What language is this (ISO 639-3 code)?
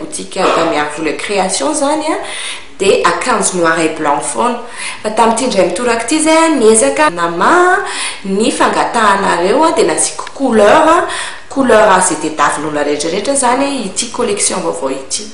mlg